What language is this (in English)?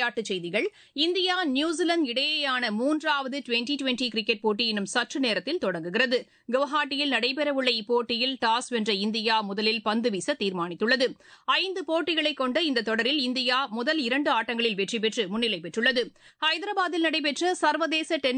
Tamil